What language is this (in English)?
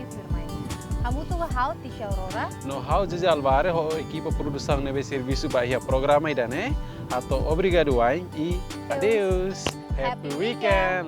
Tetum